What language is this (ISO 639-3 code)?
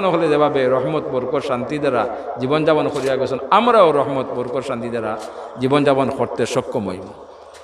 syl